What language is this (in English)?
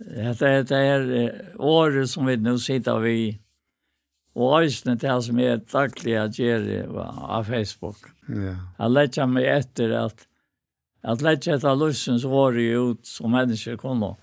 Faroese